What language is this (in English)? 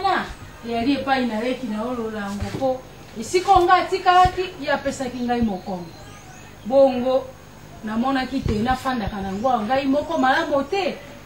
Lingala